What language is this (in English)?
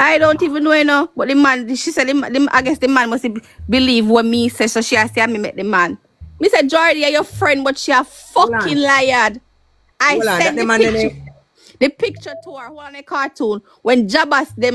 Jamaican Creole English